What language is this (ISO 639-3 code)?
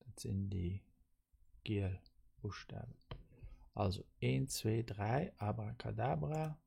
ltz